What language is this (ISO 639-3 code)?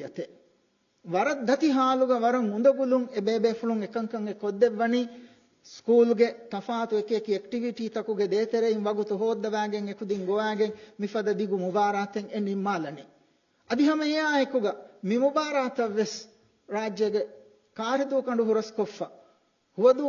div